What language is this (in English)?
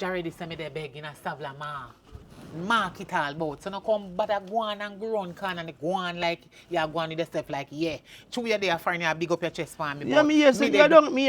Jamaican Creole English